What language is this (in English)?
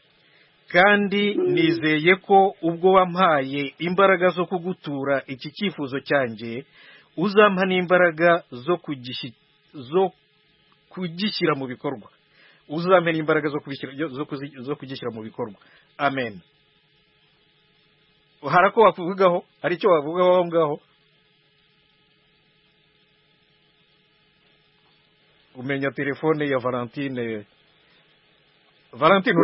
Kinyarwanda